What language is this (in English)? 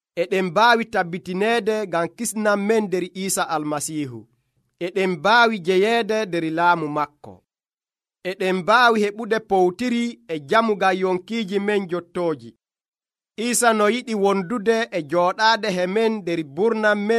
Nigerian Fulfulde